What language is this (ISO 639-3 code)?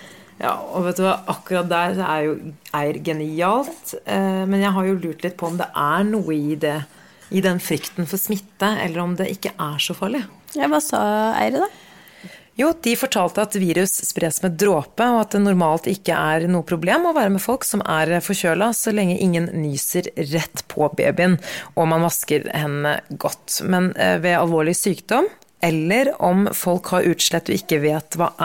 nor